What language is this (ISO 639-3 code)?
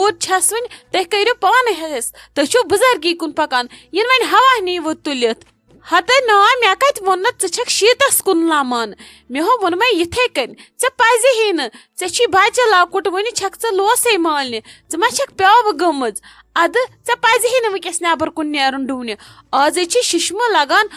kas